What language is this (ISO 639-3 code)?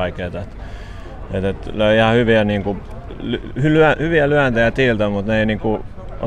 fin